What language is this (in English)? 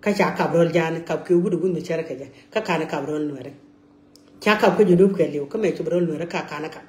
Nuer